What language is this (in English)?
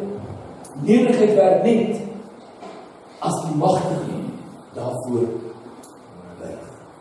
Afrikaans